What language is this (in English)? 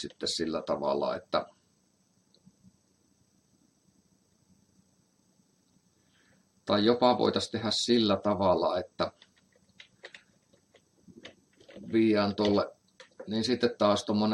Finnish